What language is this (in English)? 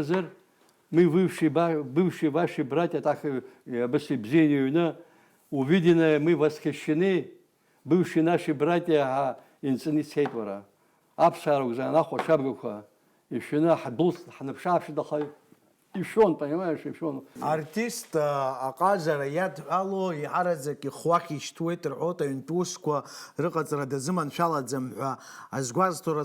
Abkhazian